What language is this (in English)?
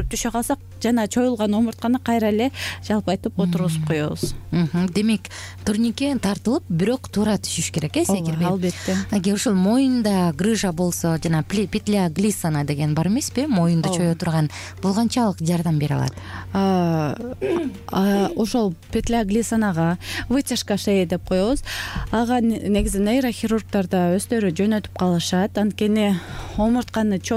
Kyrgyz